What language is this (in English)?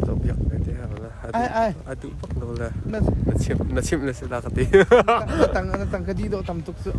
Hakha Chin